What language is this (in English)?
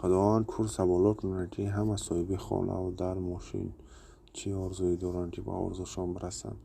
Tajik